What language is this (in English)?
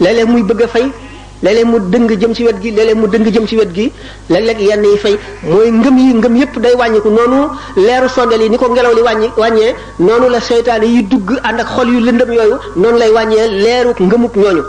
Wolof